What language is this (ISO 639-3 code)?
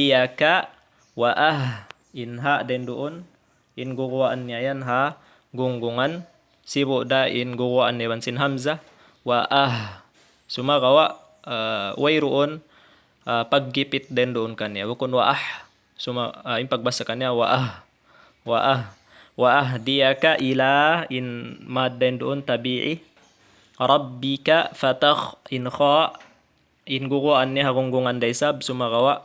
tsg